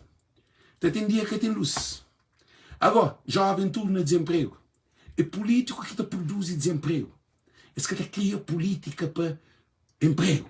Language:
Kabuverdianu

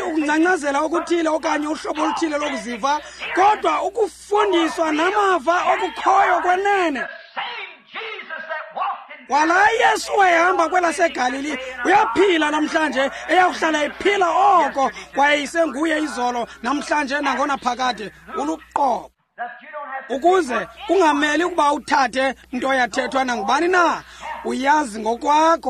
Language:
Xhosa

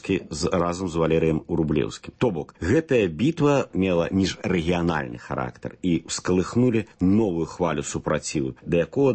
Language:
Belarusian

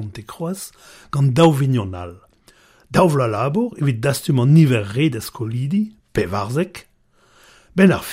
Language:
Breton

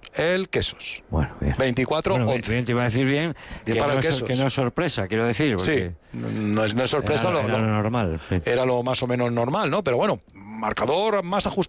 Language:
Spanish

